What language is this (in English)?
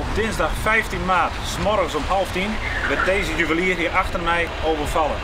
Western Frisian